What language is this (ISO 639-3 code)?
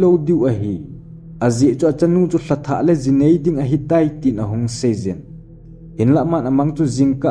tcz